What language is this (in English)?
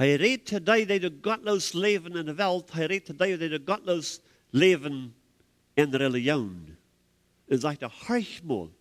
Plautdietsch